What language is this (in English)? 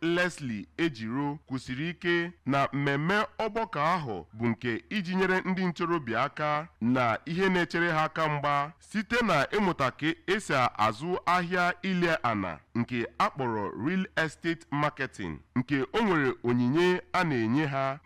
Igbo